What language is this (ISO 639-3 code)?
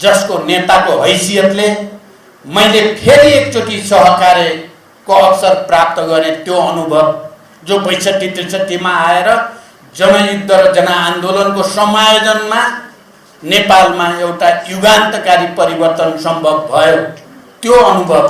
nep